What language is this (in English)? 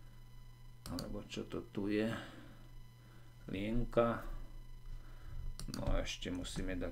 Slovak